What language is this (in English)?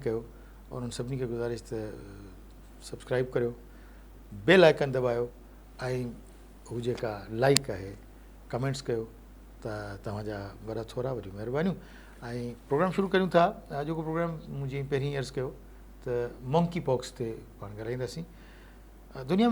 Sindhi